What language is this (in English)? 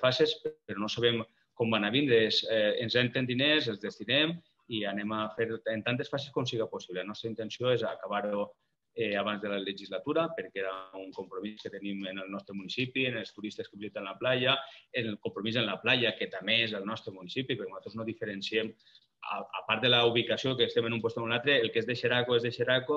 Catalan